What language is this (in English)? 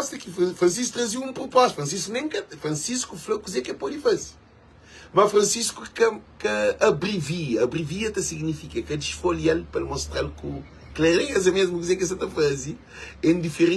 Kabuverdianu